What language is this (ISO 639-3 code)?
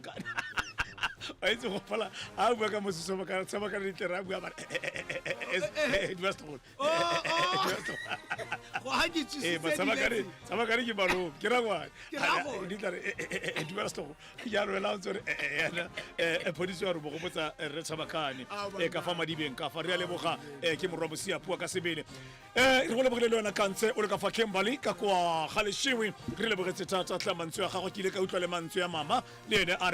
tsn